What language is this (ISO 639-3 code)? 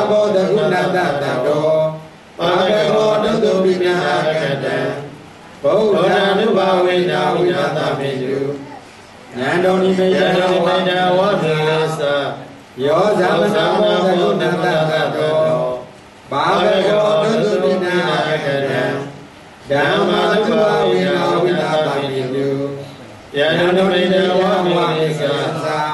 mya